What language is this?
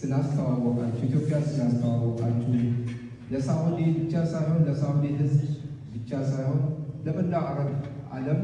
Amharic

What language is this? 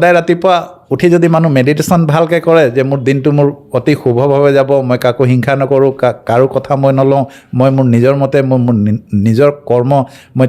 Assamese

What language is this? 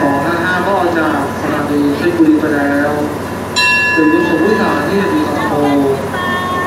Thai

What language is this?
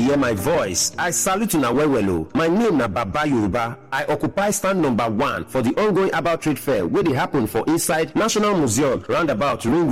Nigerian Pidgin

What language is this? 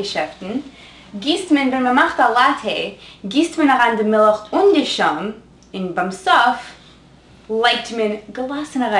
Yiddish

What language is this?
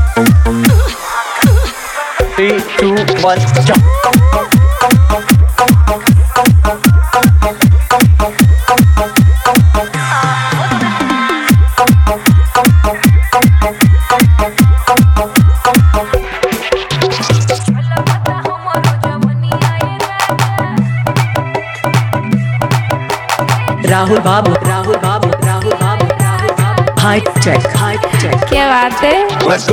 Bhojpuri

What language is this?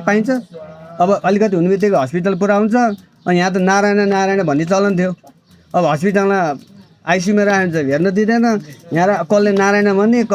Nepali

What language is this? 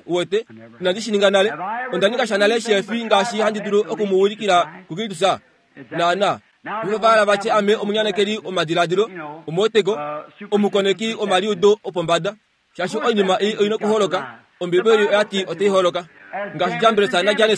Kuanyama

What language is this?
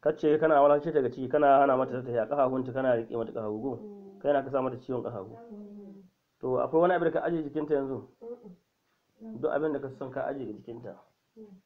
Hausa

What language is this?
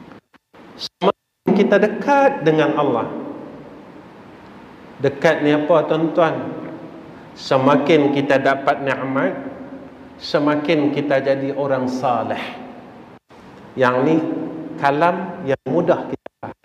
Malay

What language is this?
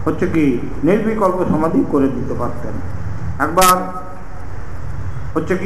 Bangla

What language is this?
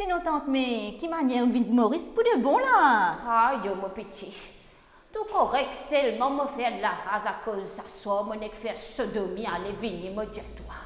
Morisyen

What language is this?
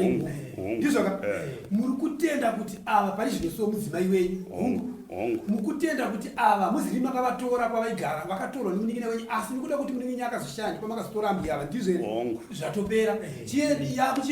Shona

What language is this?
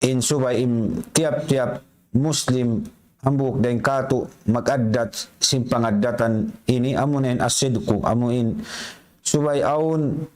Tausug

